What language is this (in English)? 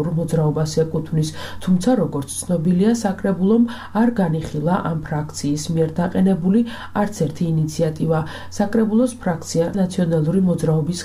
Georgian